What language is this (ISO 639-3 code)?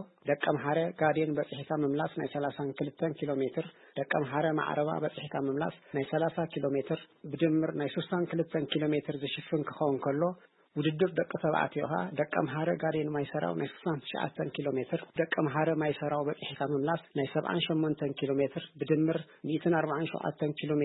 tir